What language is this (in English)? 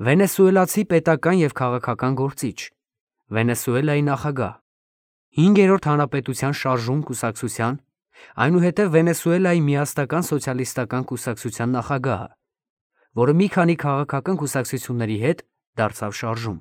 Armenian